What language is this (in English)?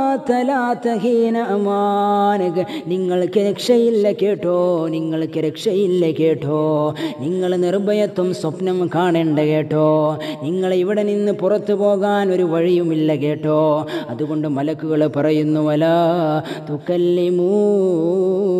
Malayalam